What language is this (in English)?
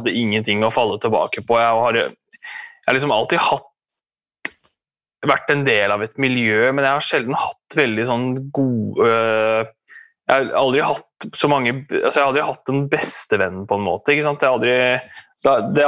Norwegian